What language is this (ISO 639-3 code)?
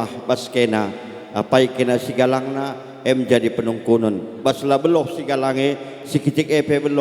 btx